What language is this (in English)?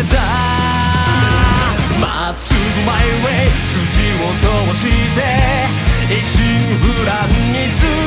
Japanese